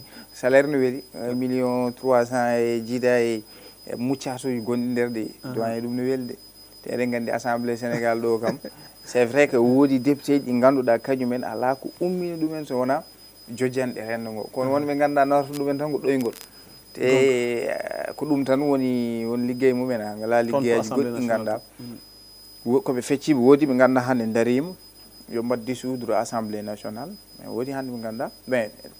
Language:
Fula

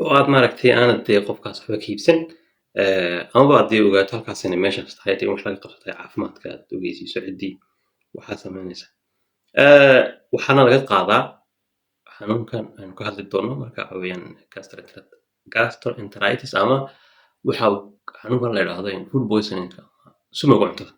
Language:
Somali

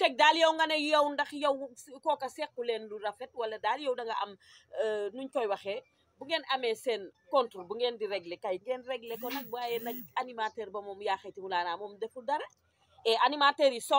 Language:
Wolof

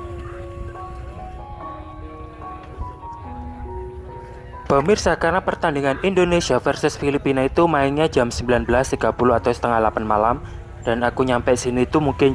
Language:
Indonesian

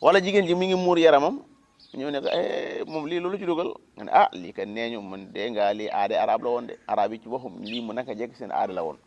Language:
Wolof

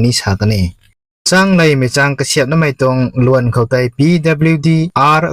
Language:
Rongmei Naga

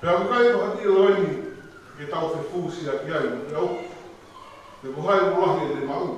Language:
Tongan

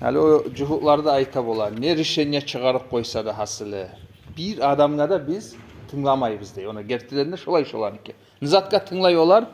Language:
Kumyk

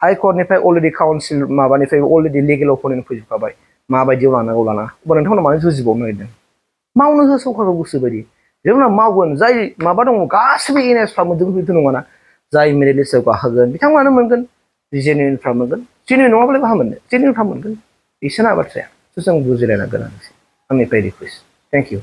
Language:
Bodo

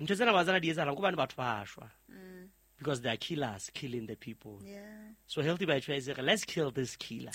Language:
Southern Sotho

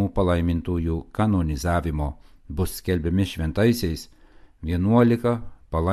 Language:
Lithuanian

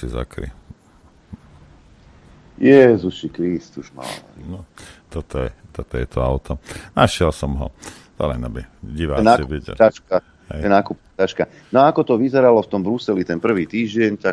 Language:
Slovak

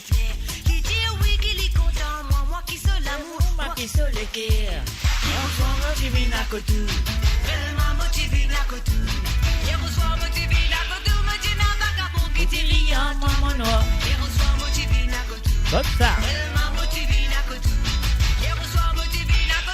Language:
Morisyen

